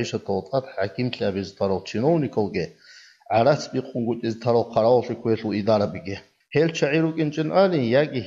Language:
Avaric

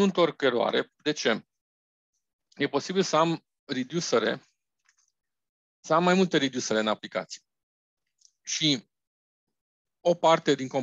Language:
Romanian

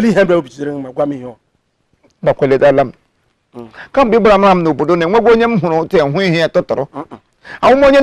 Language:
Igbo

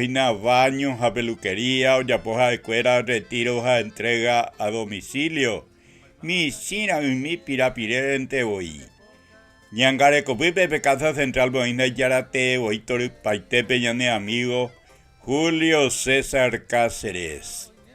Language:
Guarani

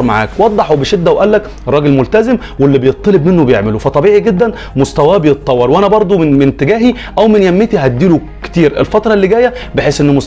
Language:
Egyptian Arabic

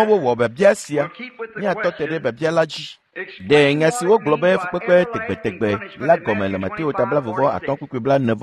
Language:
Ewe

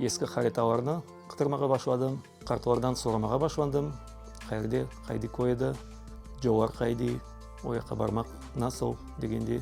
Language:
Crimean Tatar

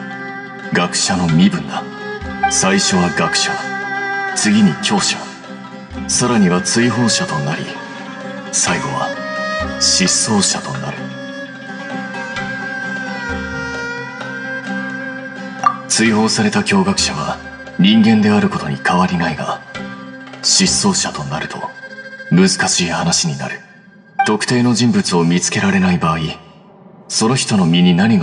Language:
Japanese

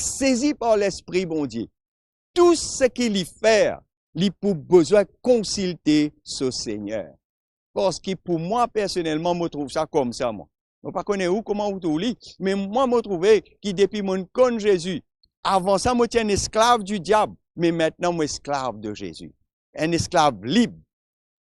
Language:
Morisyen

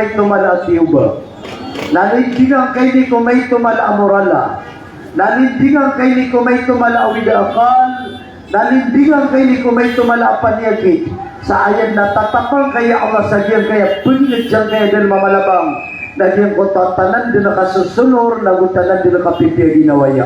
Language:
Maranao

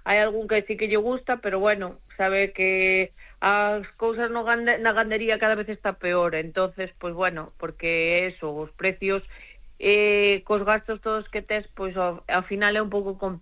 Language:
Galician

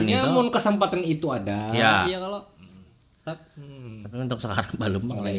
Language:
Banjar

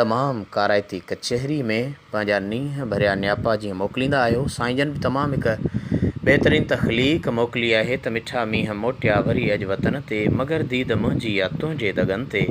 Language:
Sindhi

